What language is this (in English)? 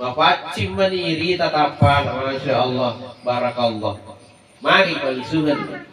Buginese